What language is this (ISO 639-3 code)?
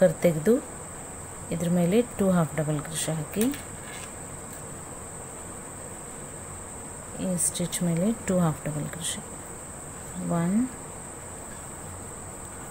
kan